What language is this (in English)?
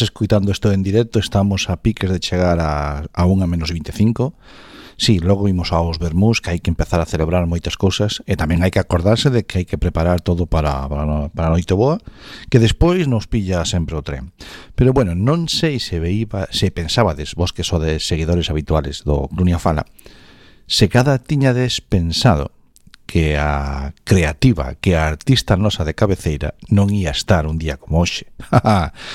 Galician